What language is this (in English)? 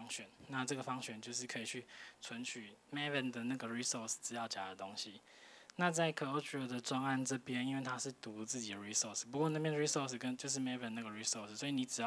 Chinese